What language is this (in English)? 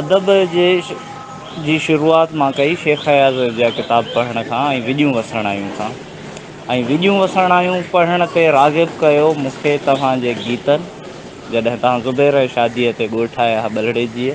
Sindhi